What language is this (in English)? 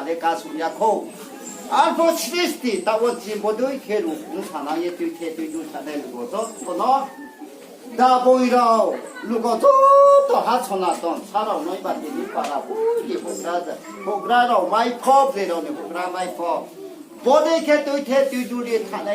Riang (India)